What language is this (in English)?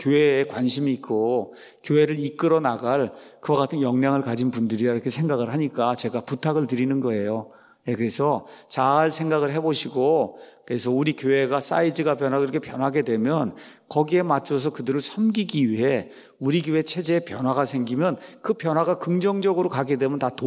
Korean